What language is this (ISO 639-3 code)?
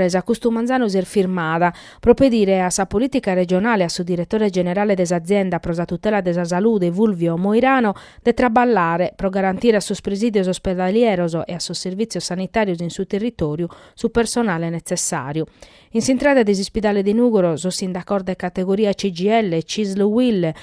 srd